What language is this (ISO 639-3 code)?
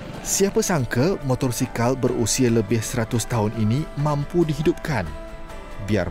msa